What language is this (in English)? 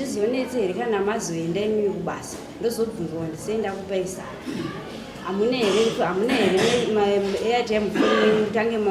Shona